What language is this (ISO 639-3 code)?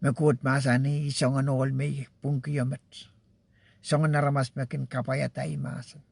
pon